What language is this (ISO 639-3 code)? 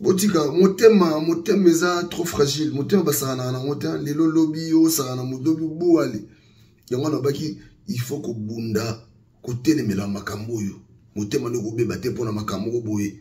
lin